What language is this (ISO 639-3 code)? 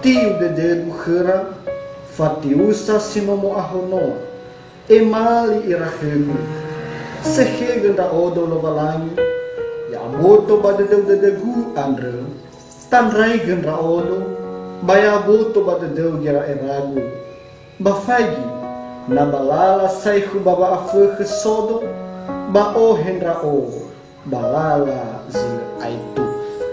nia